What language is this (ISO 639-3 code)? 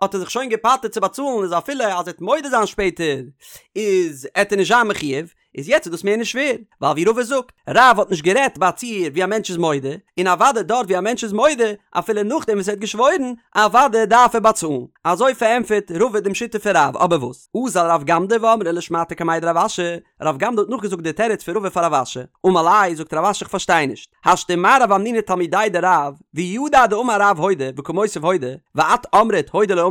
yid